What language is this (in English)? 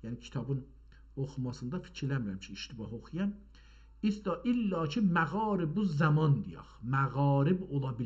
South Azerbaijani